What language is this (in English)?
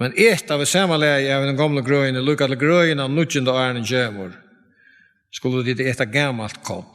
Faroese